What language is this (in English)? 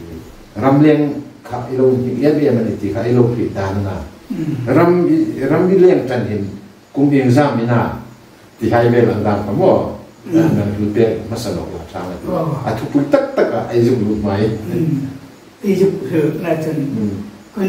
Hmar